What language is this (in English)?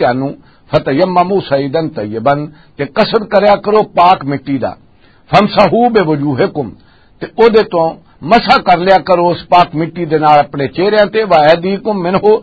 Western Panjabi